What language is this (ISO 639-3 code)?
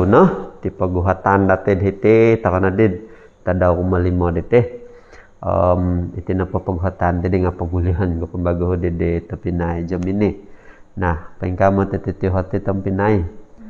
dtp